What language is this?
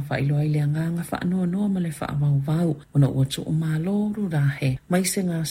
Samoan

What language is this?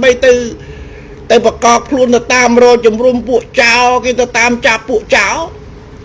Khmer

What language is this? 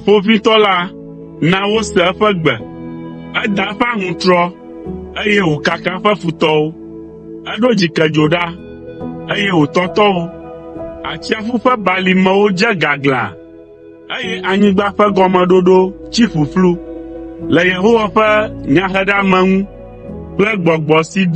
Ewe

